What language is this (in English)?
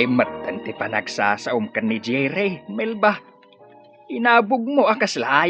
Iloko